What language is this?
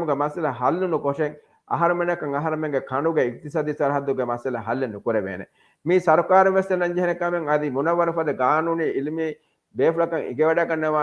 Divehi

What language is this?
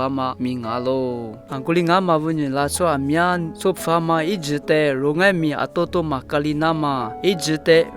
Lisu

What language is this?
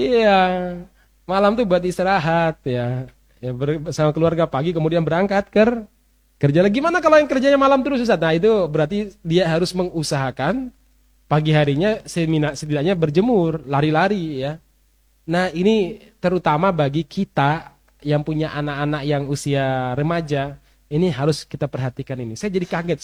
Indonesian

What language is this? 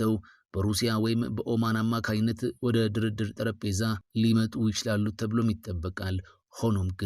Amharic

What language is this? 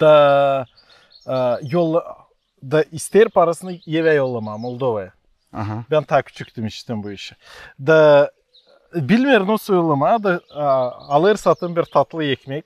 Gagauz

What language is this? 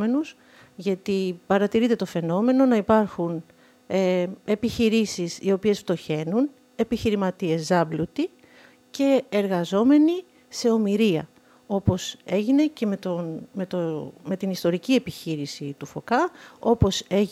Greek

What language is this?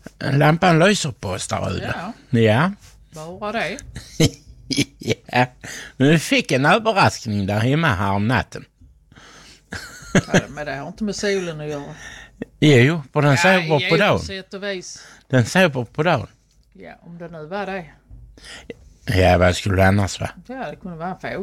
Swedish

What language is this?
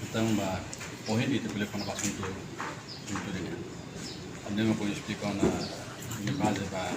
Tetum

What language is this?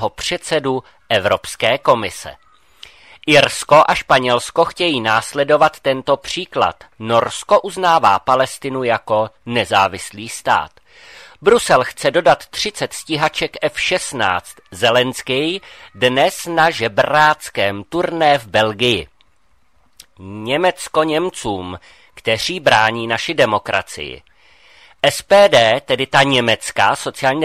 Czech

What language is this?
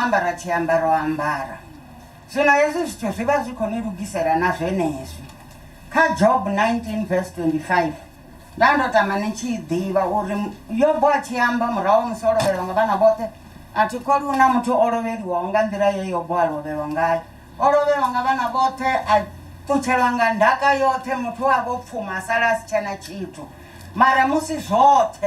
Venda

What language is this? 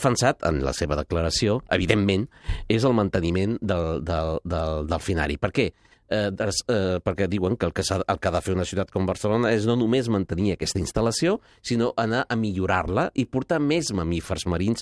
Catalan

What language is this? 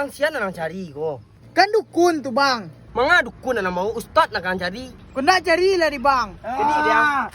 Minangkabau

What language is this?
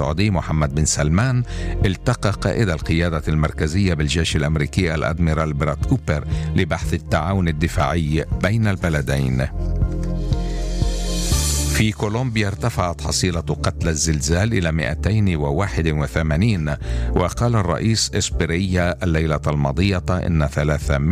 Arabic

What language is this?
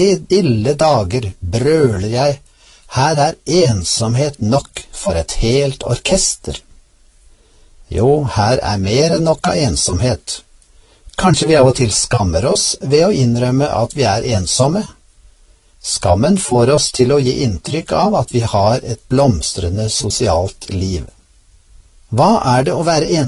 Norwegian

